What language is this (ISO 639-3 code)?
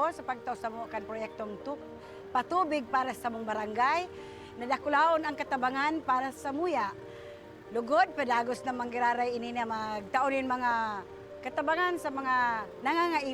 bik